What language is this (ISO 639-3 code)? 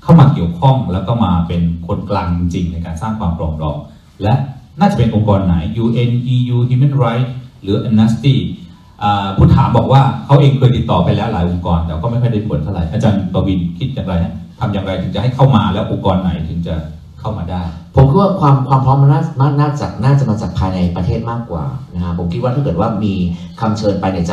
tha